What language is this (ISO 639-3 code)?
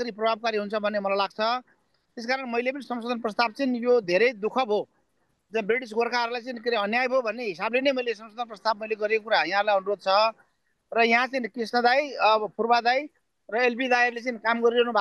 nep